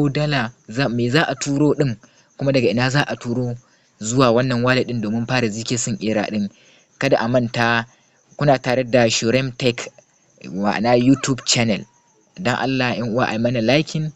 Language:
Hausa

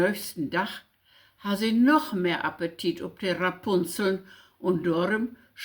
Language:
Low German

